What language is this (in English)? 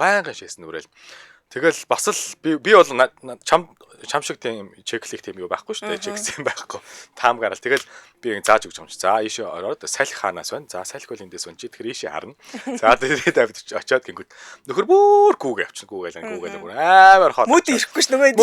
Mongolian